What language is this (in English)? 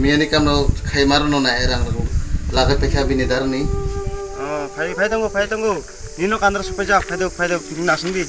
Kok Borok